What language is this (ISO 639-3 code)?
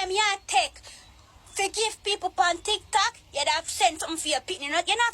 jam